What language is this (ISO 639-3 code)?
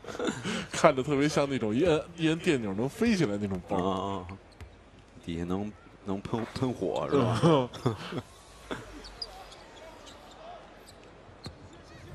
zho